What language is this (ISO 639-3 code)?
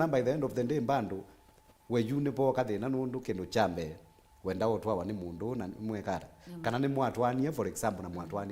kam